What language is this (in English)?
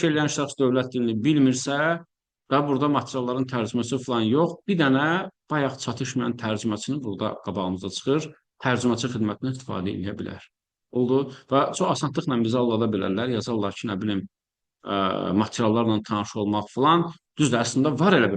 Azerbaijani